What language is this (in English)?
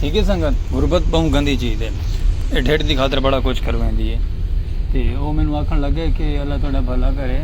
Saraiki